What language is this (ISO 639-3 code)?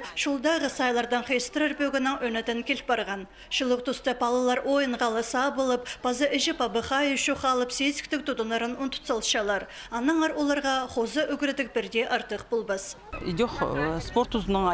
kjh